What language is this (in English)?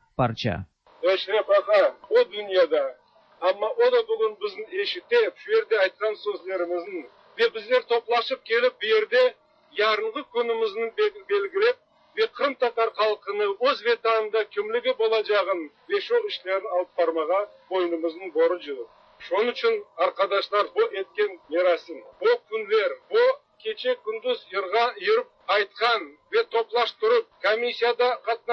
Tatar